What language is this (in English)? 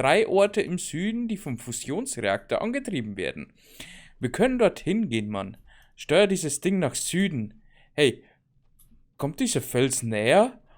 Bavarian